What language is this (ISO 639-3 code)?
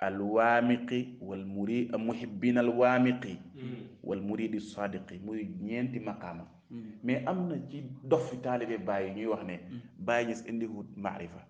wol